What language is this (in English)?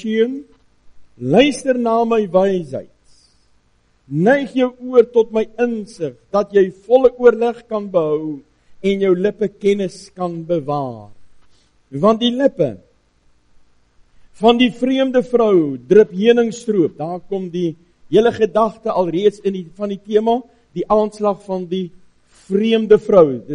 Afrikaans